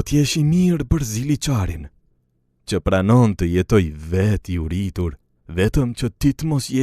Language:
Albanian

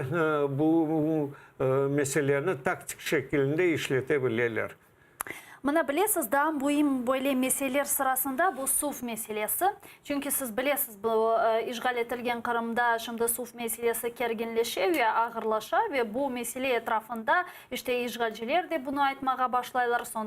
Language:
Crimean Tatar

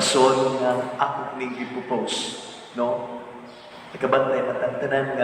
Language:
Cebuano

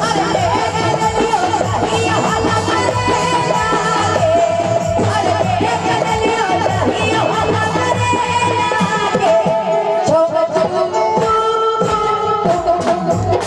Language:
Magahi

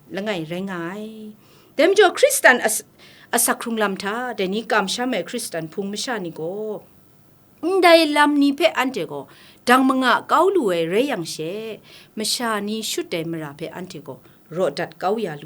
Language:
Kachin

